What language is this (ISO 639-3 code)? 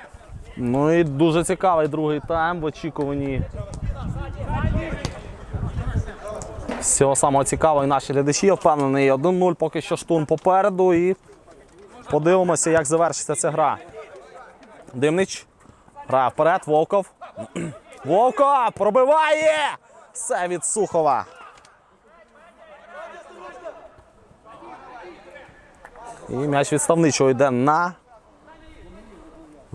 ukr